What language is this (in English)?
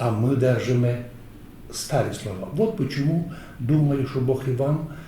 Rusyn